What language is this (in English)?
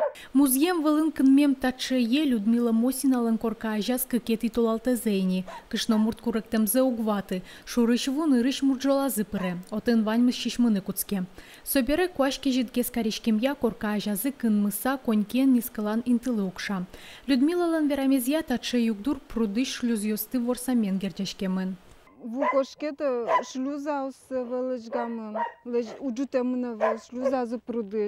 Udmurt